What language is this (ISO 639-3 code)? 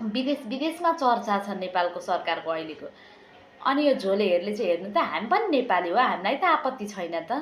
nep